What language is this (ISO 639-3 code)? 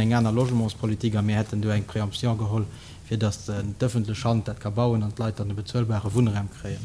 ltz